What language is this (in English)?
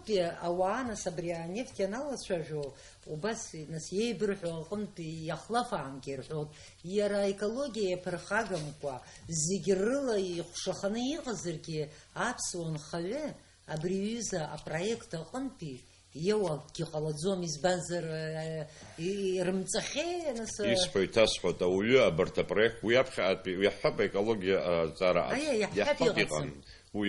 Abkhazian